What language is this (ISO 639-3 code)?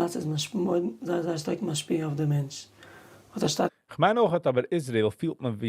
yid